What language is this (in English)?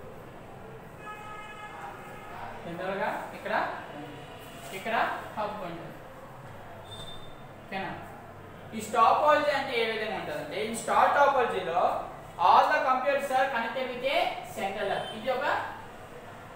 Telugu